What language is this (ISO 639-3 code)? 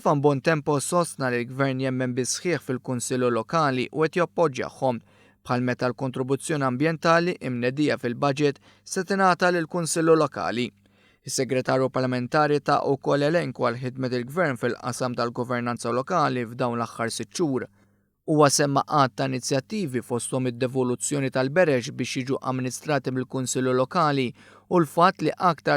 mlt